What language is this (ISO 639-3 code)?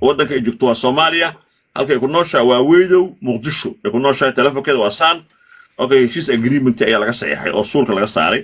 som